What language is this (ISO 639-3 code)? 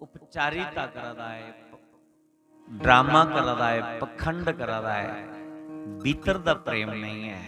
doi